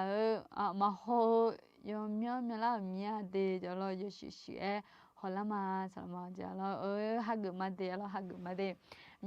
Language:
Akha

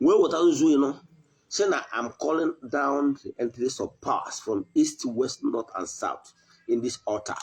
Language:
Igbo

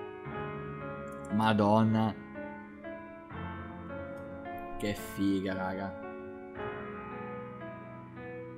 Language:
Italian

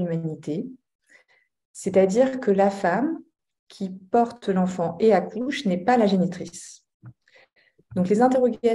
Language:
French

